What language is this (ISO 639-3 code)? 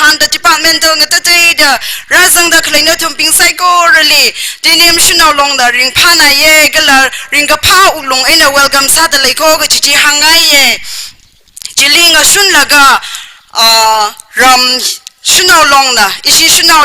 nmf